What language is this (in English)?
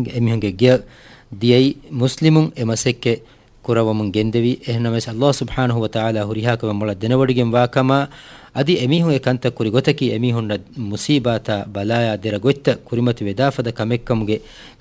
Divehi